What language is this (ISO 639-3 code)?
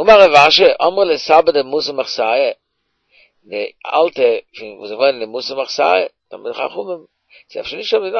yid